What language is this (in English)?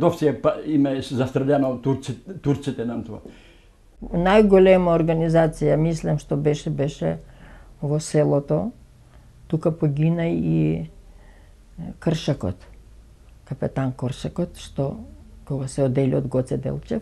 Macedonian